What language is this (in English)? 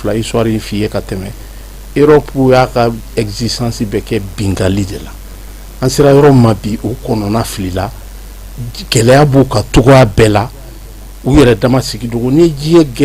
Bambara